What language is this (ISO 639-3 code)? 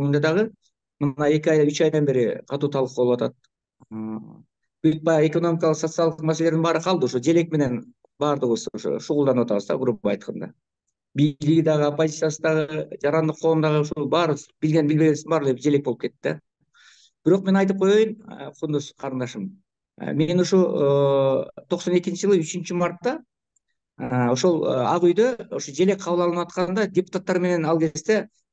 kir